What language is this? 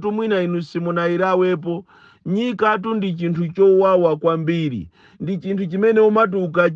Nyanja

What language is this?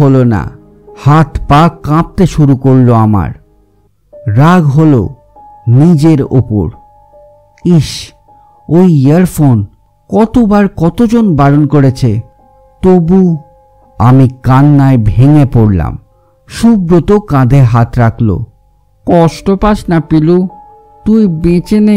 Bangla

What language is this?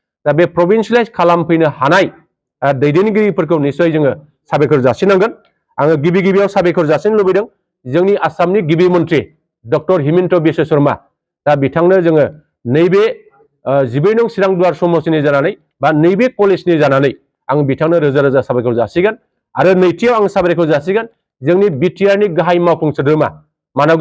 Bodo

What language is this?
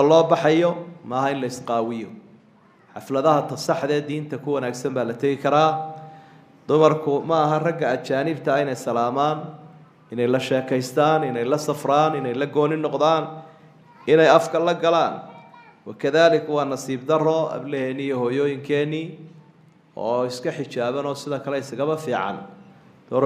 Somali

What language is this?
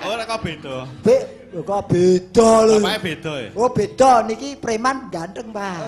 Javanese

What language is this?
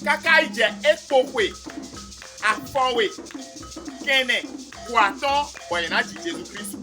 Fon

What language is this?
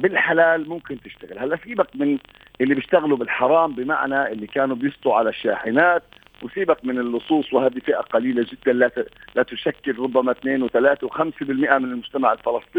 North Levantine Arabic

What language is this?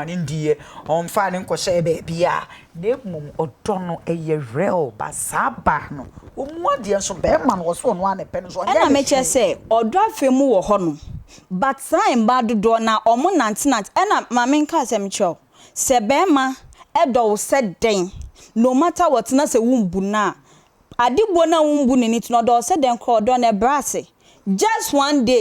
Akan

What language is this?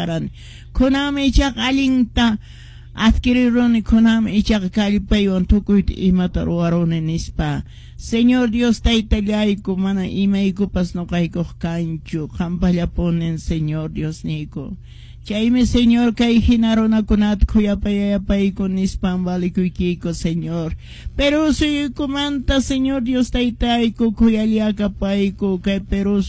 Quechua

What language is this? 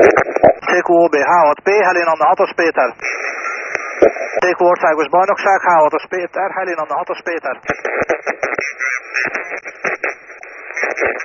Hungarian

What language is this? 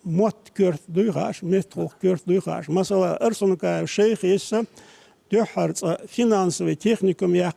Chechen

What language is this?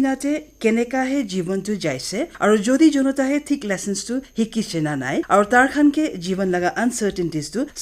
Naga Pidgin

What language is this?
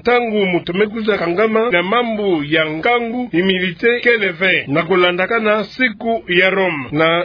Kituba (Democratic Republic of Congo)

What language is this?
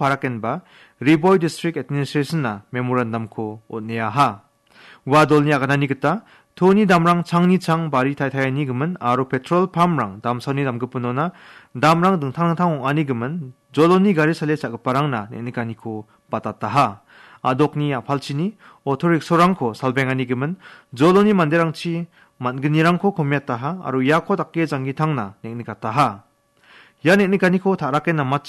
Garo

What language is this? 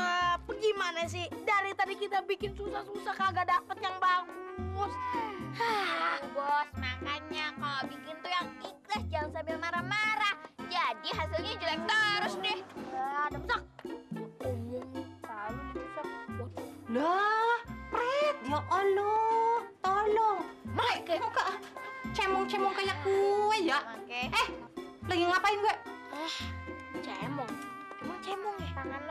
Betawi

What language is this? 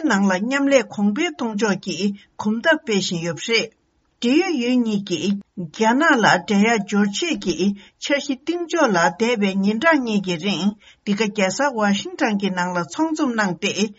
Tibetan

